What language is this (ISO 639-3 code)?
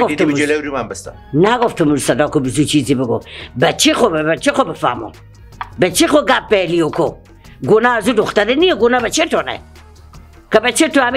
fas